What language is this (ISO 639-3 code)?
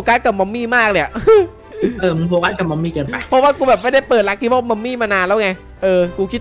tha